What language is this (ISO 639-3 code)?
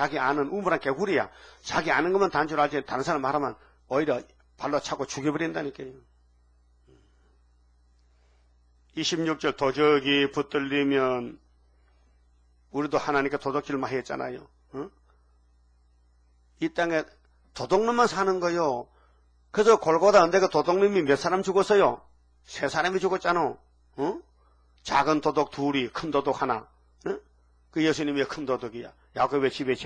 kor